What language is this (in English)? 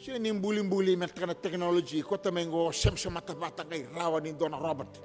Fijian